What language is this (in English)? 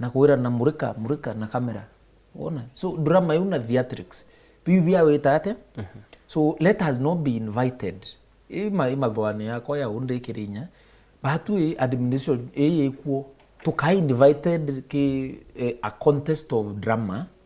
Meru